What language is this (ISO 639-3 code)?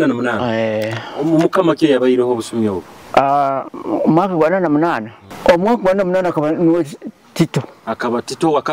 nyo